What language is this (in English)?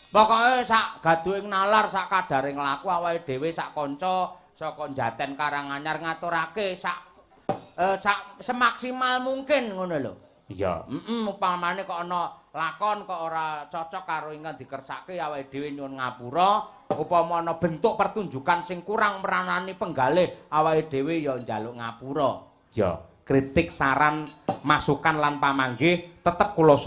Javanese